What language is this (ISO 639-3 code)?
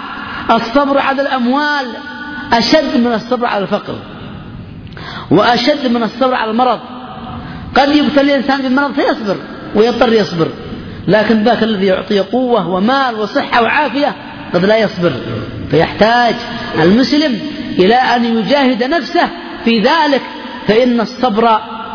ara